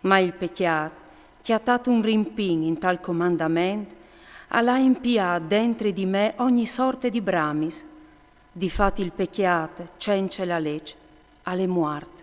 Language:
Friulian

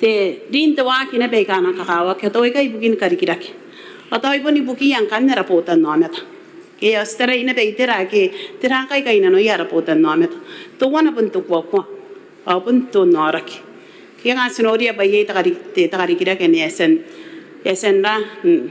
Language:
Gilbertese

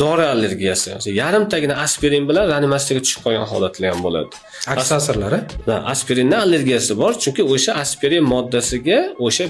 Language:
Uzbek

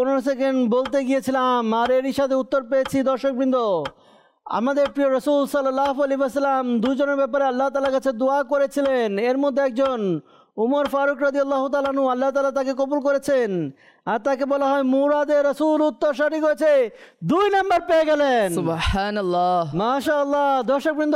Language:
Bangla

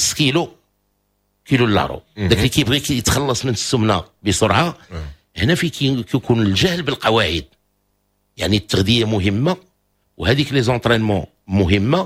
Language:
Moroccan Arabic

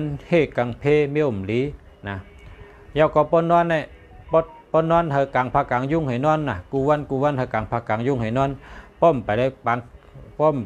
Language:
Shan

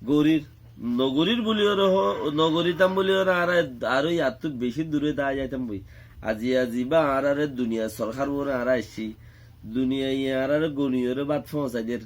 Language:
Rohingya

